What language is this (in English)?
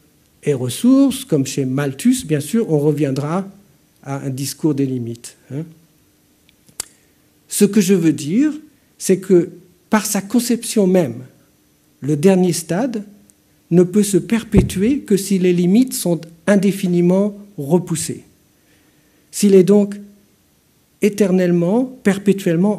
French